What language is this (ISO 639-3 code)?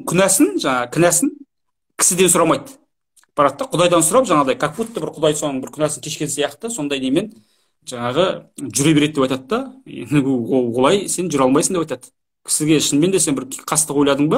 kaz